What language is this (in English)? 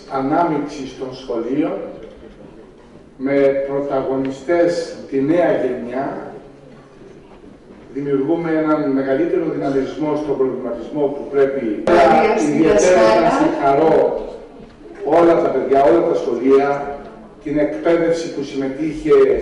Greek